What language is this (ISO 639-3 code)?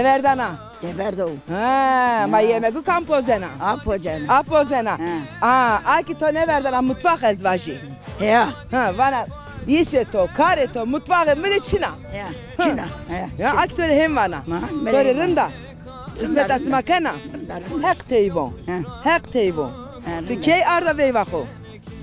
zza